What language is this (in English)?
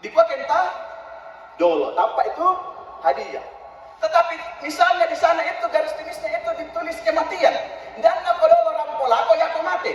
Toraja-Sa'dan